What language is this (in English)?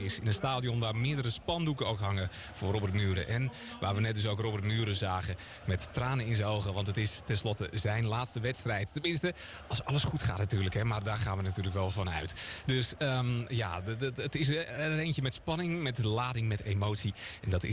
Dutch